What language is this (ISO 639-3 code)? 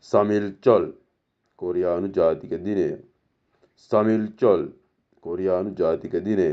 sin